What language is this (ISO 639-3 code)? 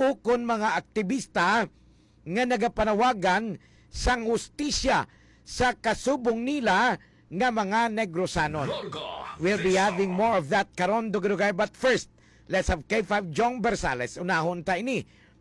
hil